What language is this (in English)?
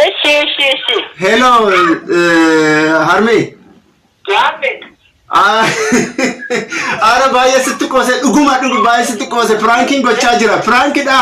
Oromo